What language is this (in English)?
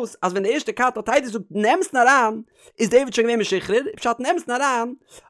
Yiddish